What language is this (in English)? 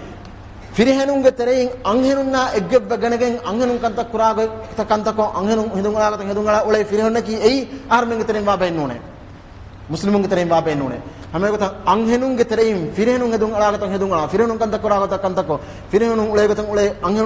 Divehi